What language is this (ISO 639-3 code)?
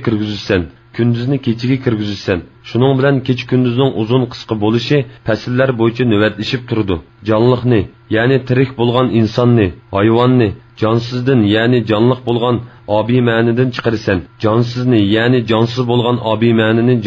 uig